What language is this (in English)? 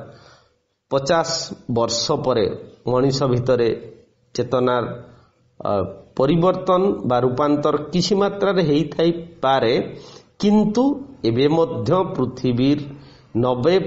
Odia